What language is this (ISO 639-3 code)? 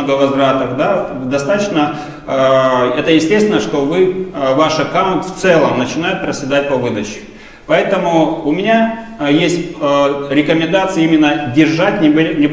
rus